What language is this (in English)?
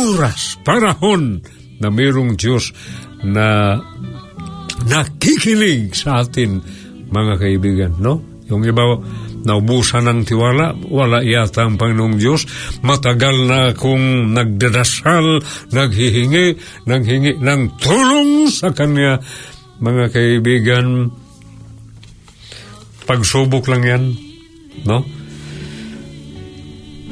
Filipino